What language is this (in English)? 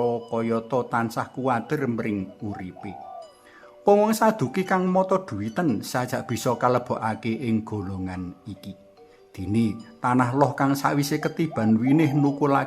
Javanese